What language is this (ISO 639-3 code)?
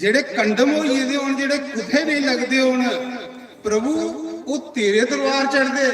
doi